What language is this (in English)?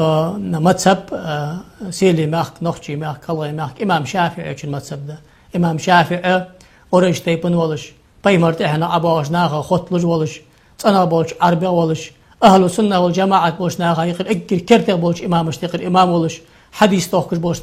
Ingush